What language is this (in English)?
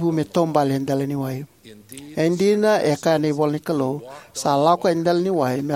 Fijian